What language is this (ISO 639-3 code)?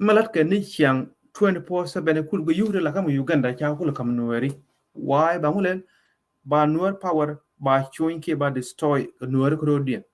nus